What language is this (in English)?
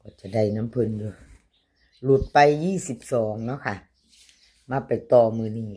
Northeastern Thai